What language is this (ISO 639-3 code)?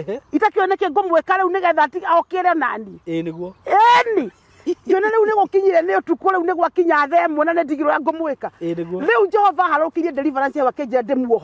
kik